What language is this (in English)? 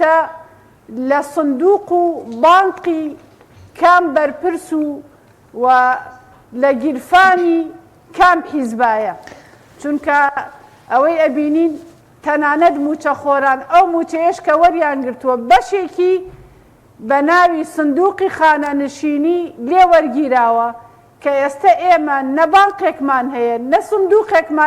Central Kurdish